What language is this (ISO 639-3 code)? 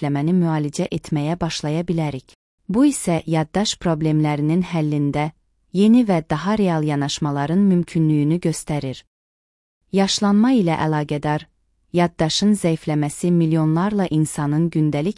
aze